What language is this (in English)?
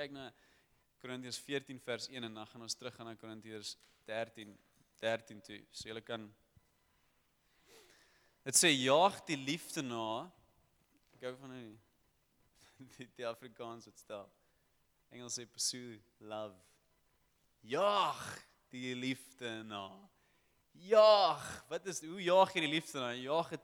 Afrikaans